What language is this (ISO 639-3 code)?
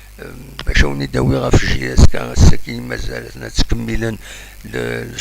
kab